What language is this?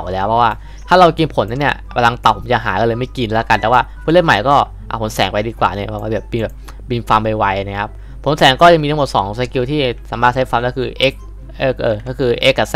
Thai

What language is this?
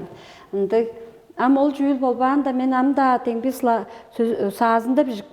Tuvinian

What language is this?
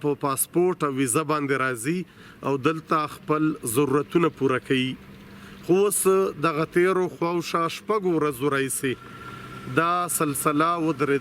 Pashto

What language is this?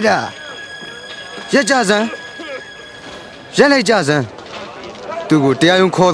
Burmese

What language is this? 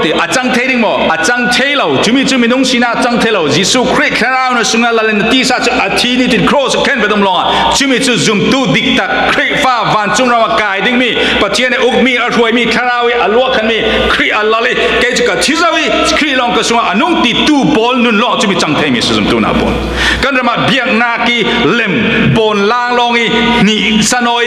Falam Chin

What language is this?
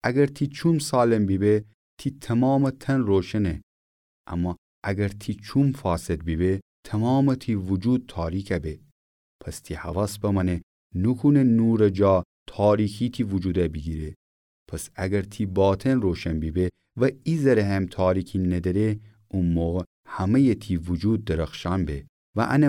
Gilaki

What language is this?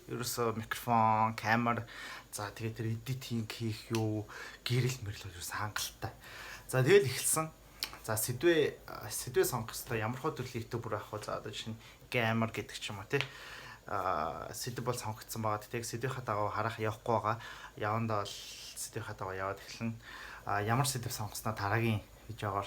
Mongolian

